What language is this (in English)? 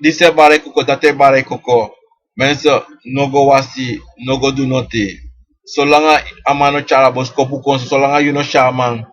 Sranan Tongo